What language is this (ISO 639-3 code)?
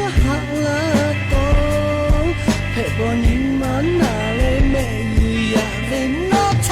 lhu